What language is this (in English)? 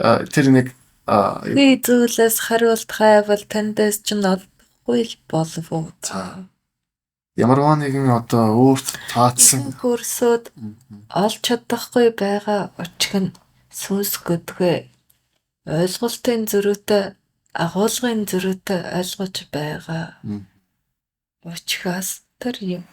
Mongolian